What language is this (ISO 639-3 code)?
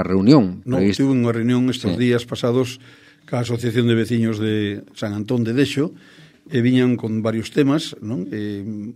glg